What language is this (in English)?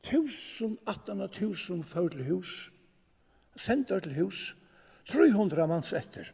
Faroese